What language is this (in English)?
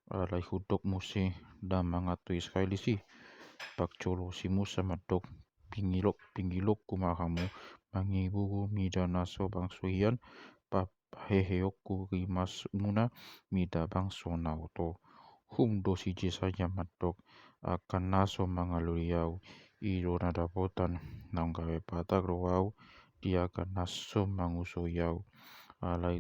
Batak Toba